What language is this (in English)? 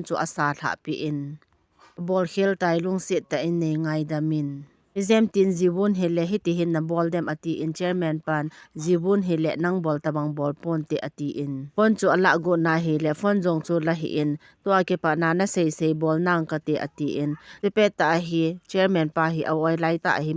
Thado Chin